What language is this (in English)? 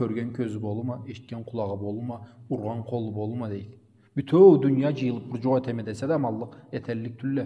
Karachay-Balkar